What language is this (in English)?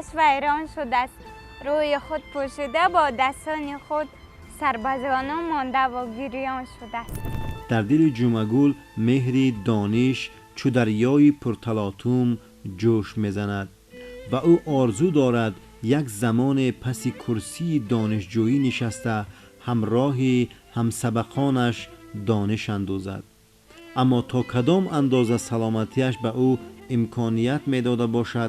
Tajik